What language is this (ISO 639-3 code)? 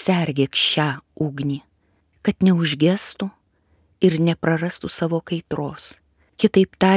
lit